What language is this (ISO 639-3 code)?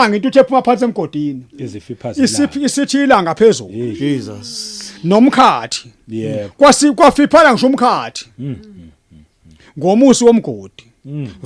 zul